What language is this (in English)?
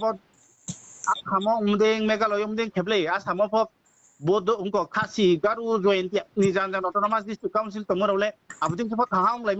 Riang (India)